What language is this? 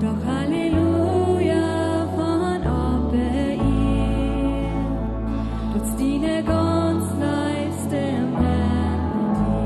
Plautdietsch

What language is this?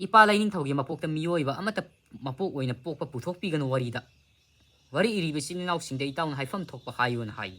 Manipuri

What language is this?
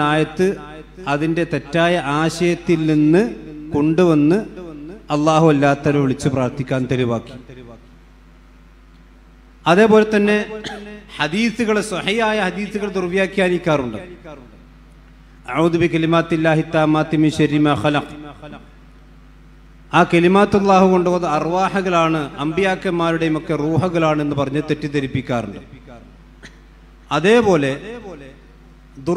Malayalam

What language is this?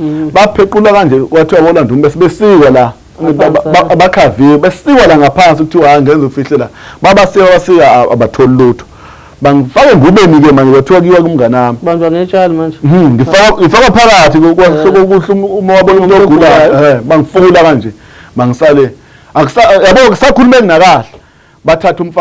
Zulu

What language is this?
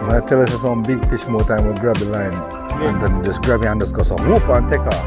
Jamaican Creole English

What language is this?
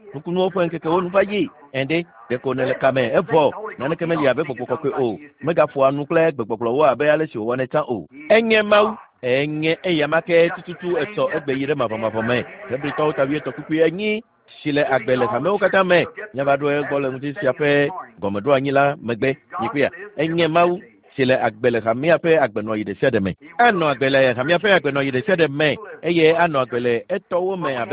Ewe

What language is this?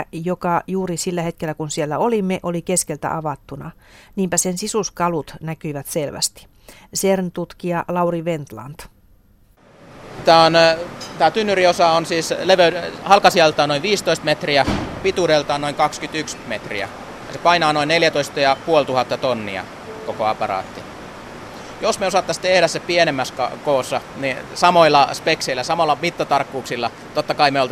Finnish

